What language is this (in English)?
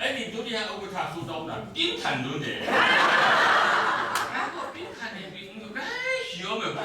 Kachin